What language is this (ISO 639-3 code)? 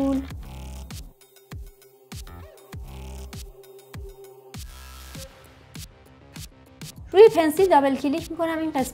fas